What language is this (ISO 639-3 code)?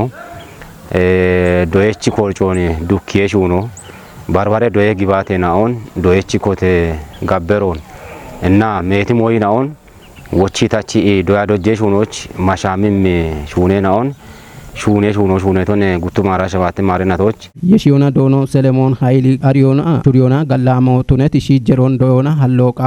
kbr